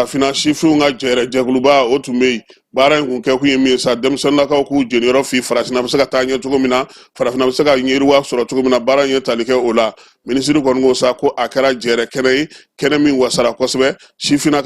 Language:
Bambara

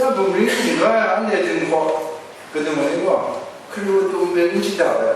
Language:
Kachin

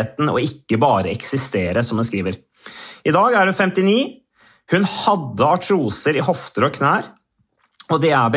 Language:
Norwegian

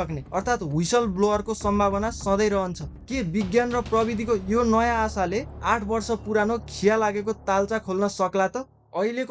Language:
Nepali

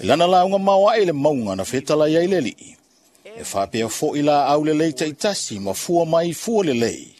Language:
Samoan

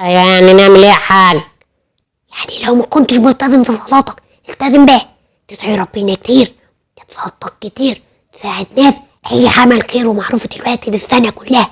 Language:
Egyptian Arabic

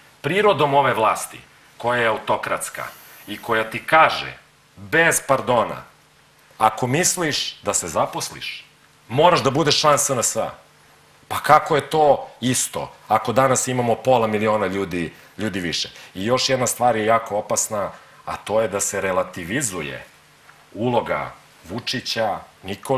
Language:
Serbian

